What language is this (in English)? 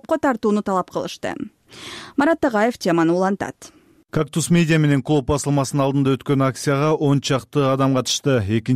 Kyrgyz